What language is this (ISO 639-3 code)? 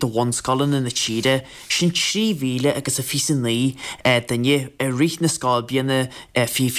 gle